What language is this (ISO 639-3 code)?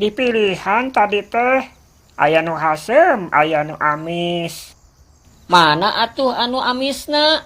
sun